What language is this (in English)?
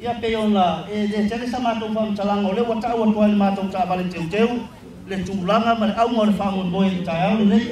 Samoan